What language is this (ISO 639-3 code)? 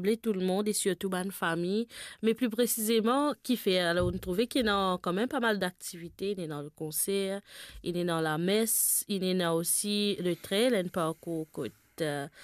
mfe